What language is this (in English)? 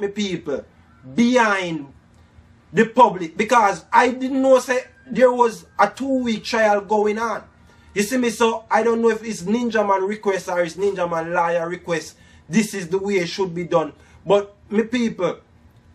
Jamaican Creole English